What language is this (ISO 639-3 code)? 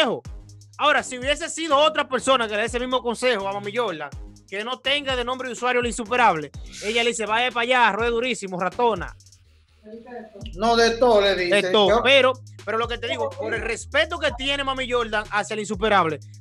spa